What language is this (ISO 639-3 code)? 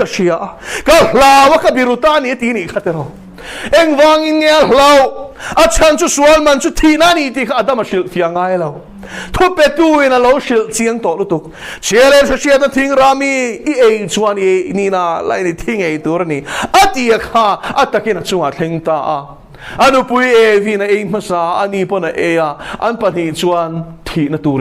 lus